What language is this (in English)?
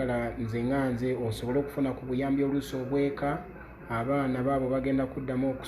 Ganda